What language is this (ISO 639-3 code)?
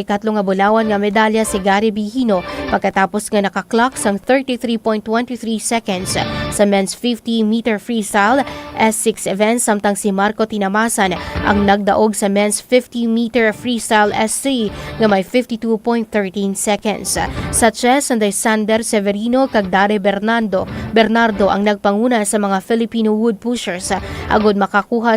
hil